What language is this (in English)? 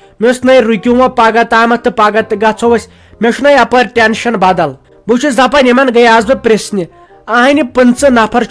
Kashmiri